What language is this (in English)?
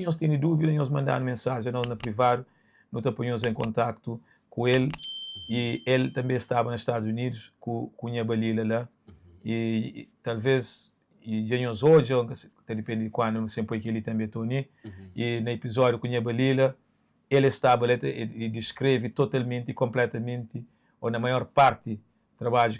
Kabuverdianu